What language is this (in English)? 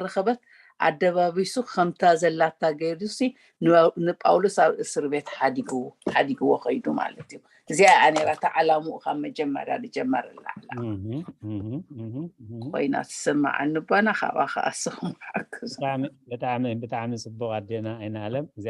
Tigrinya